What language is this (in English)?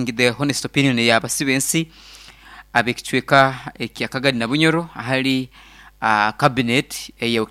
Nyankole